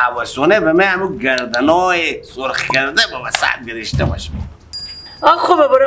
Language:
Persian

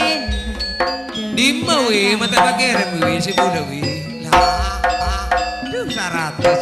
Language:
Madurese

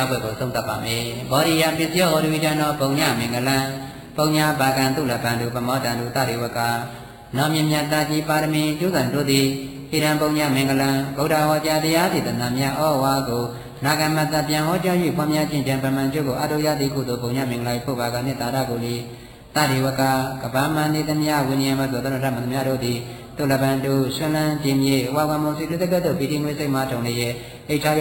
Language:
Burmese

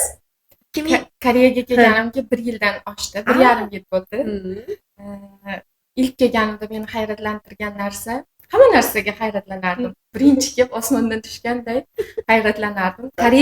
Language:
Uzbek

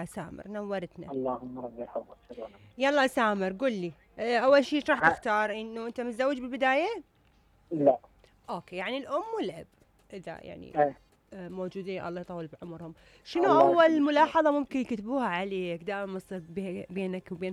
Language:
Mesopotamian Arabic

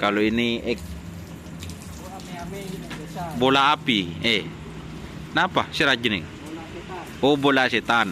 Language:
Madurese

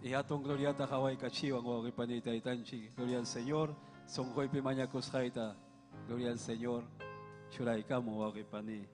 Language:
Ayacucho Quechua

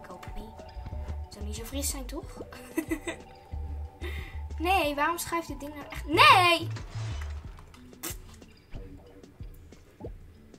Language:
Dutch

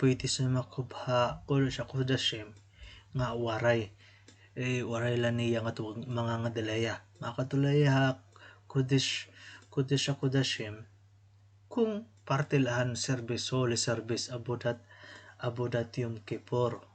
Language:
Waray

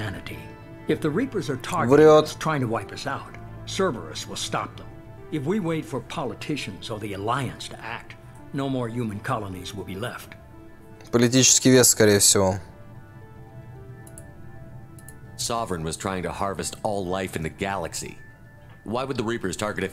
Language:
Russian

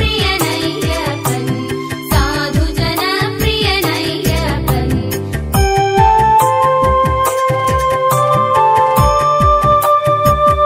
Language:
Malayalam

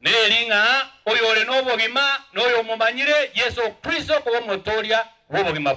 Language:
Gusii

